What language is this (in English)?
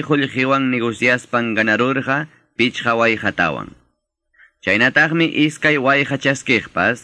Quechua